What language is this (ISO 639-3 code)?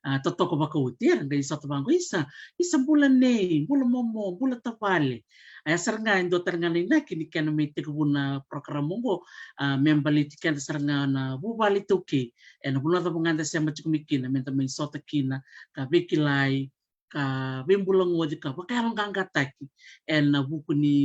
fij